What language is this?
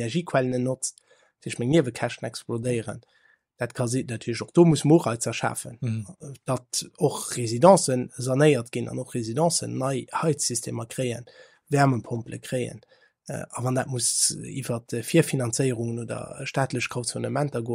Luxembourgish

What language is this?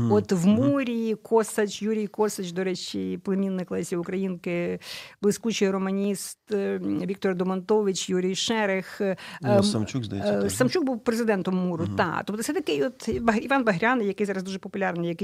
Ukrainian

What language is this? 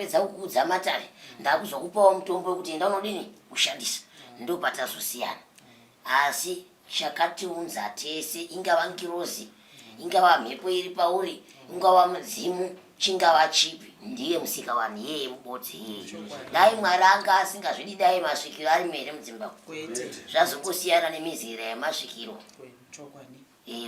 Shona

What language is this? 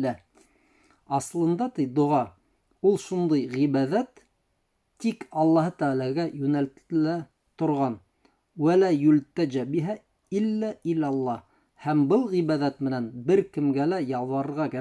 Bashkir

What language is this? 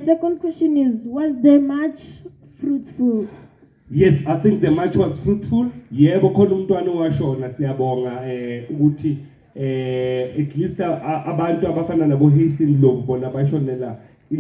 Zulu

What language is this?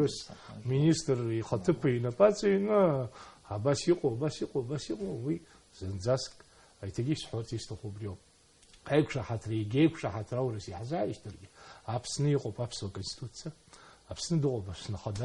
Abkhazian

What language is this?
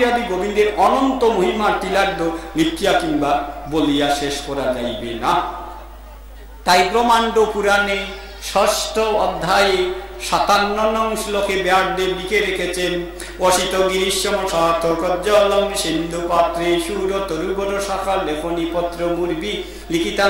Bangla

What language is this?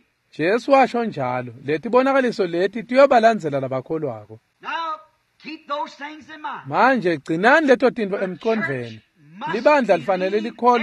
Swati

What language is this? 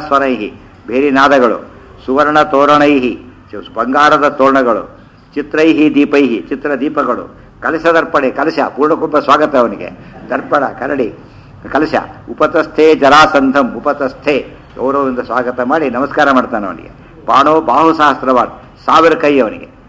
Kannada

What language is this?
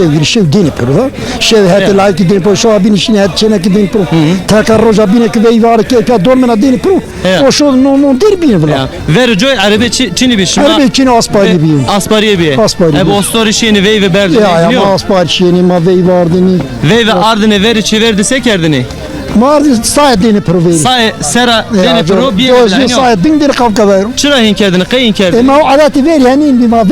Zaza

